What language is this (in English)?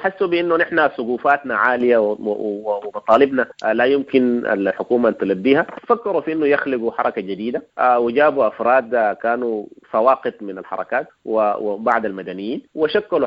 Sudanese Arabic